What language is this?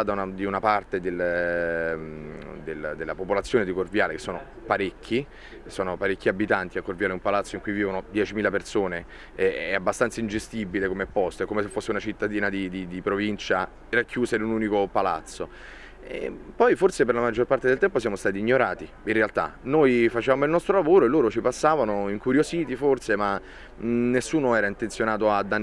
Italian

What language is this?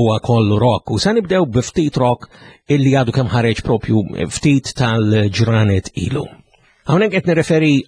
Maltese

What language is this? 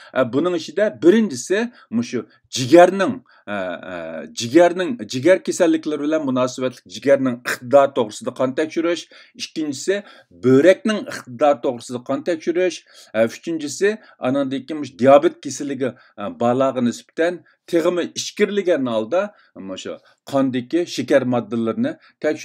Uyghur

